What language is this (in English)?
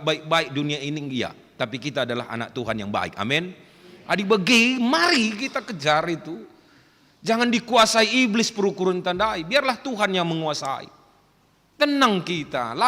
Batak Karo